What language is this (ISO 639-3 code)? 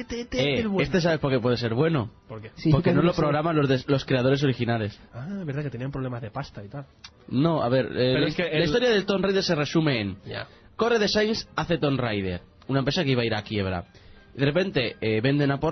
spa